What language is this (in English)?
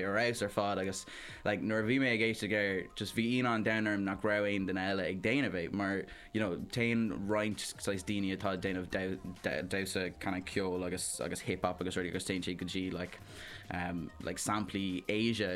Irish